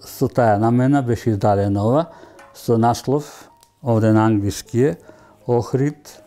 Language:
Macedonian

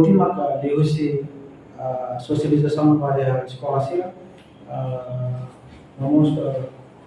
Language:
Tetum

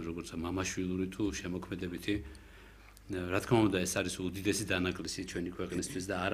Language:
Georgian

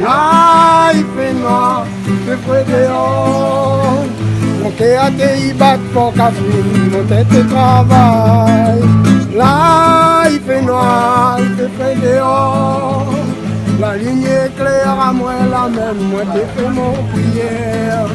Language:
Réunion Creole French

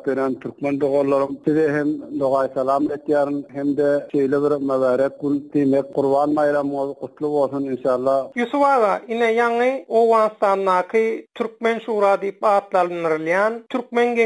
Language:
Turkmen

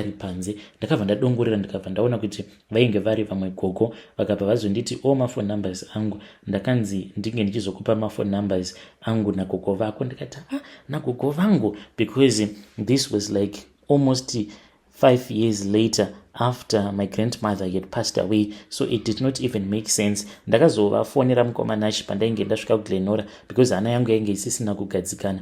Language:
Shona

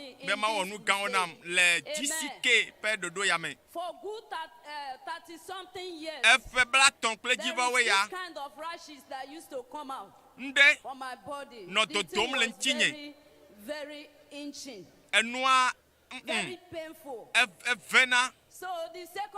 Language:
Ewe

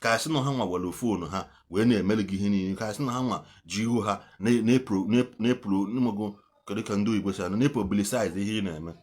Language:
Igbo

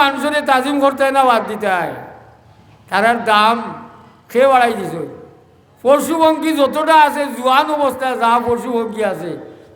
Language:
Sylheti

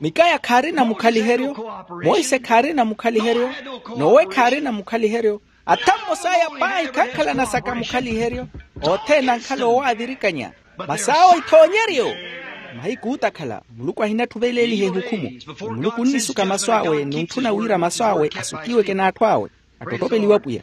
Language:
Makhuwa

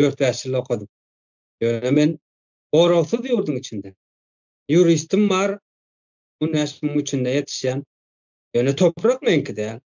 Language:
Turkmen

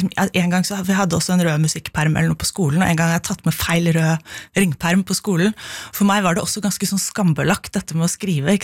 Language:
Norwegian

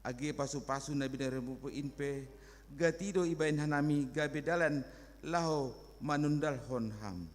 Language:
Batak Simalungun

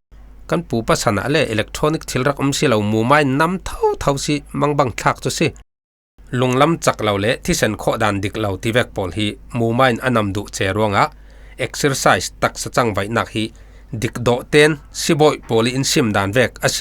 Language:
Falam Chin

